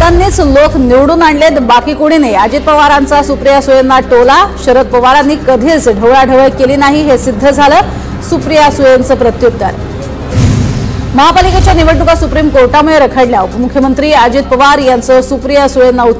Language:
Marathi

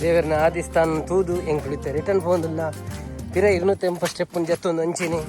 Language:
Tulu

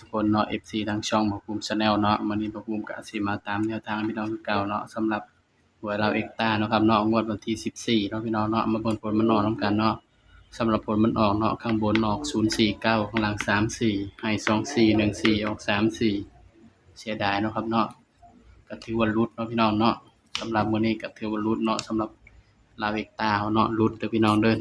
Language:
Northeastern Thai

